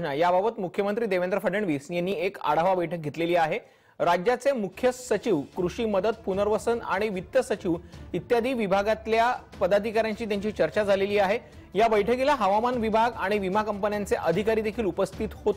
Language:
Marathi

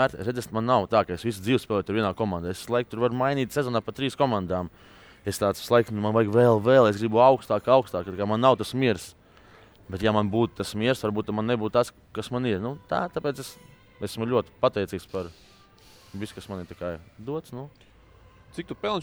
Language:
Latvian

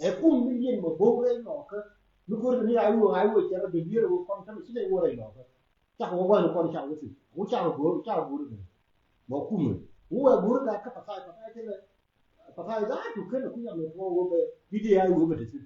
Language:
Nuer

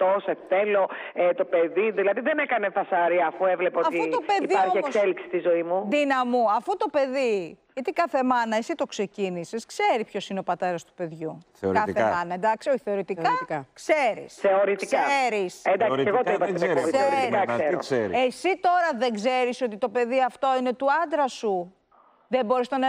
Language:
Greek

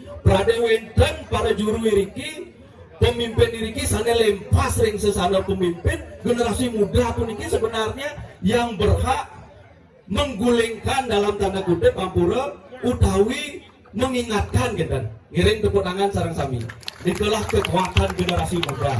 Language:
Balinese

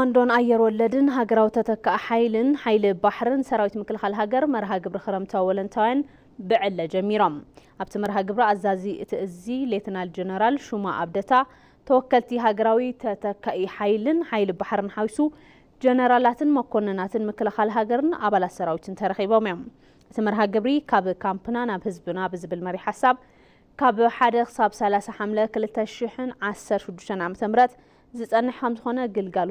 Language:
Tigrinya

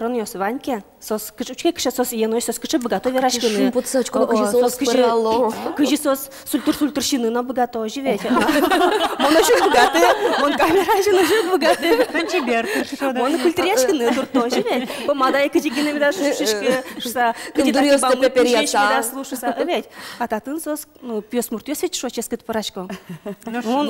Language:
Udmurt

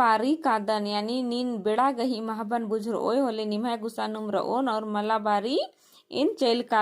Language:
Kurukh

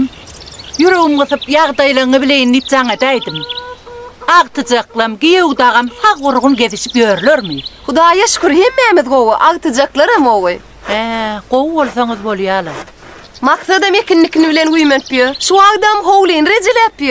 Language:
Turkmen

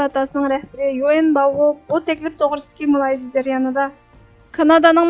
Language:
Uyghur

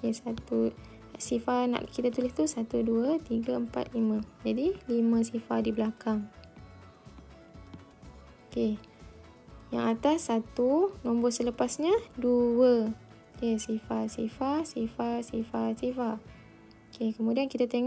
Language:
Malay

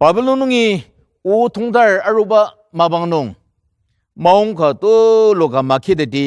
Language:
Ao Naga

